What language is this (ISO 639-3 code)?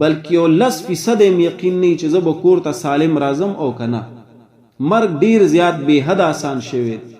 pus